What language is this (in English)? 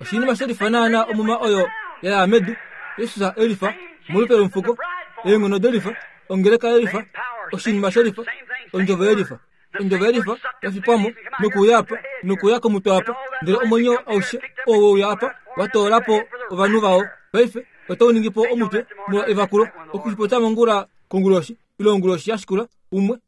Kuanyama